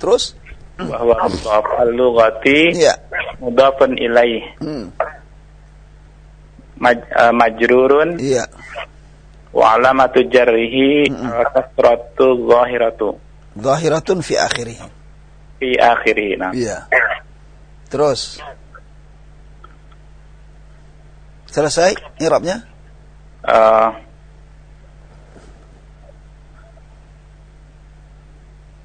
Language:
Indonesian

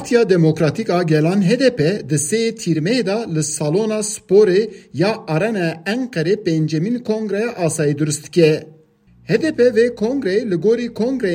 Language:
Kurdish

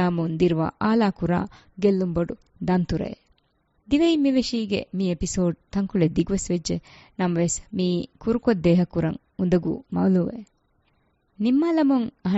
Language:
Divehi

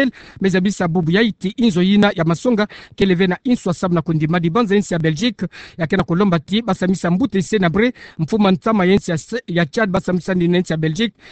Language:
Kituba (Democratic Republic of Congo)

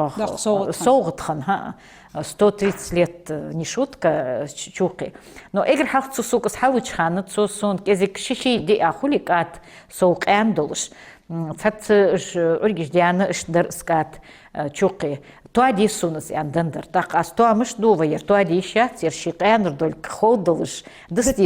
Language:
Ingush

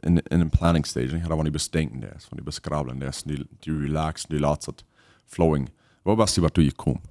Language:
Plautdietsch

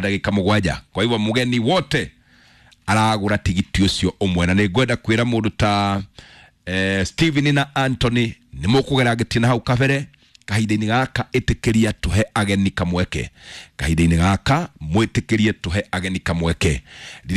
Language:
Kikuyu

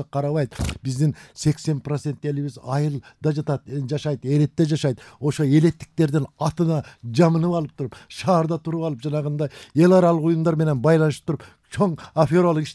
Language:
Kyrgyz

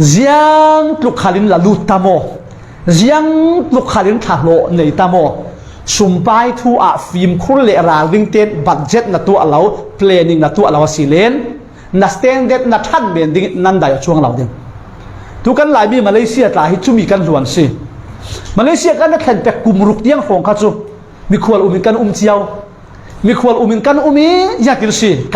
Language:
Falam Chin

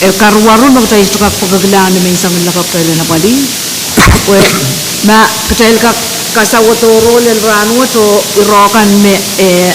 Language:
Pohnpeian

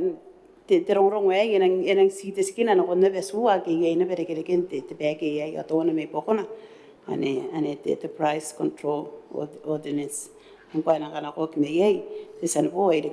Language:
Gilbertese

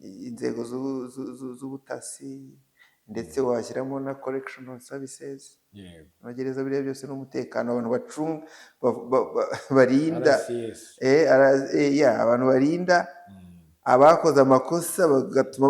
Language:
Kinyarwanda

